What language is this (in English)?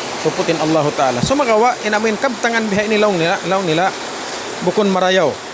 Tausug